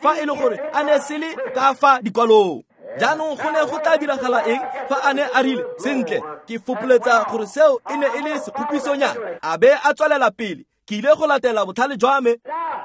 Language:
Tswana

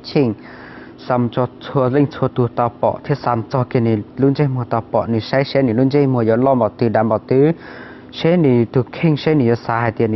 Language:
Hmong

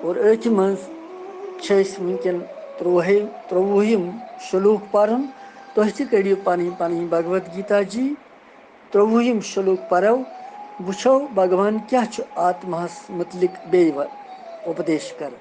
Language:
Kashmiri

